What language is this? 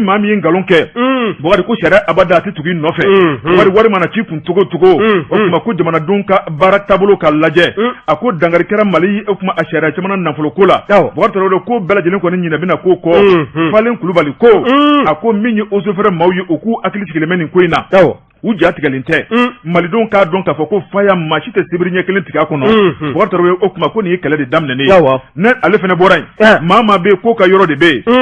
Bambara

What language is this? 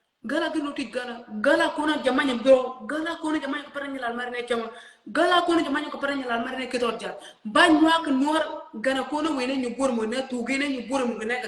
Nuer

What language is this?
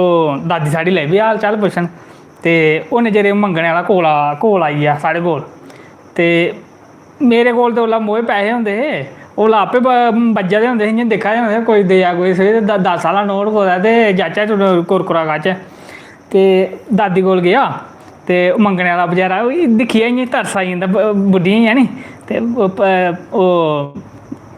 Dogri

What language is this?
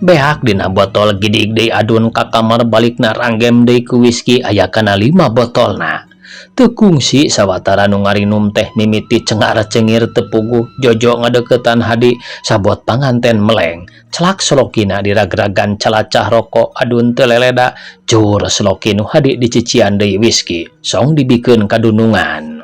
Sundanese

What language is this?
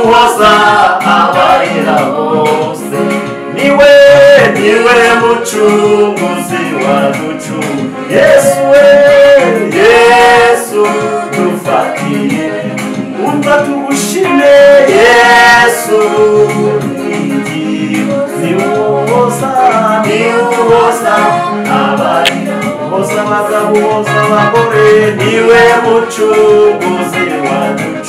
Kinyarwanda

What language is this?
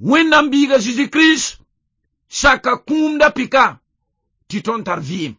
Mossi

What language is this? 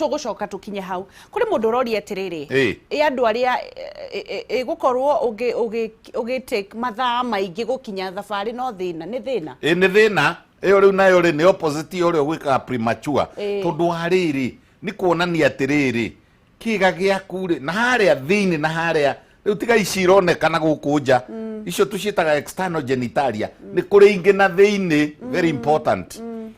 Kikuyu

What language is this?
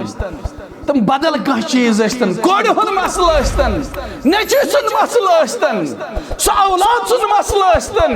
Kashmiri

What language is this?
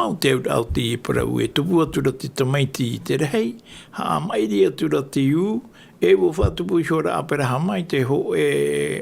Tahitian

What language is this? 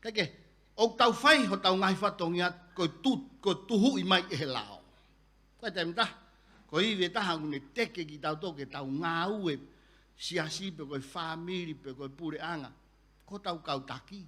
Tongan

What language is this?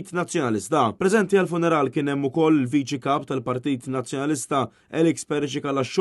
Maltese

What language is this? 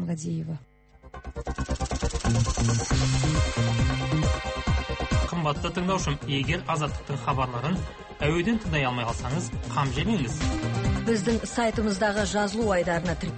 Kazakh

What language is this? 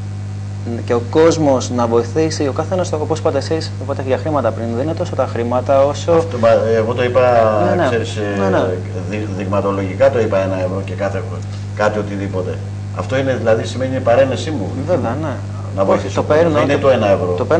Greek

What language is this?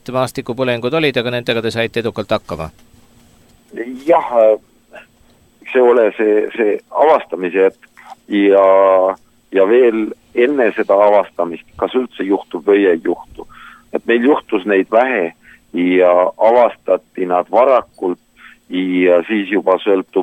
Estonian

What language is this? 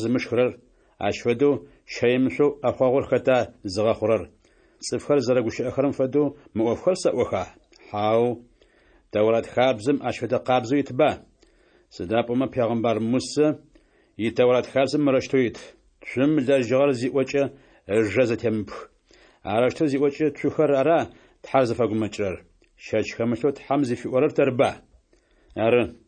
Adyghe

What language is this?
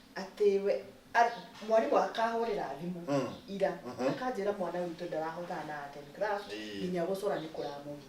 Kikuyu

